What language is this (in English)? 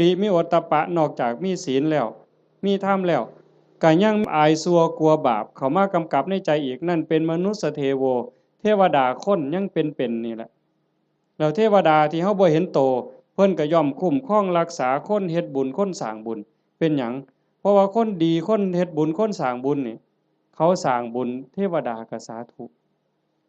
Northeastern Thai